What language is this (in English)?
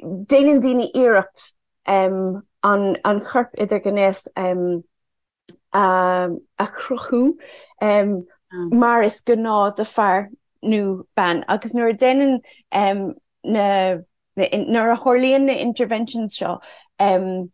Irish